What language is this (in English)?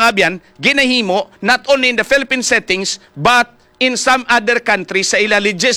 Hiligaynon